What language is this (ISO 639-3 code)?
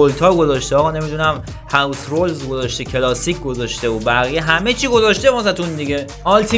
fas